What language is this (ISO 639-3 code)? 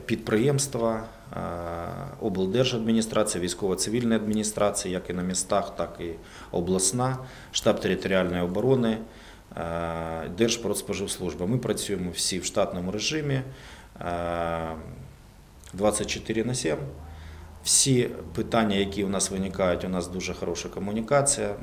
ukr